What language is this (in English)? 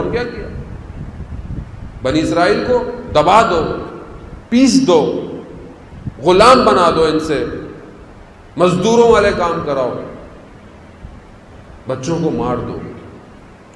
Urdu